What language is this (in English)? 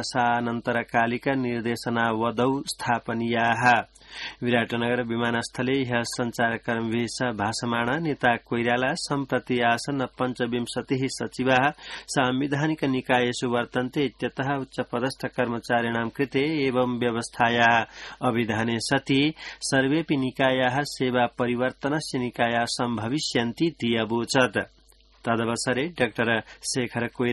Sanskrit